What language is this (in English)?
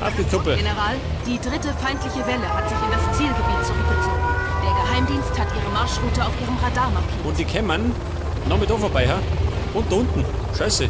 Bavarian